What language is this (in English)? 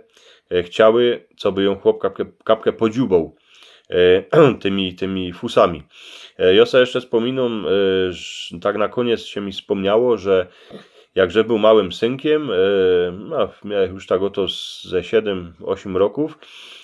Silesian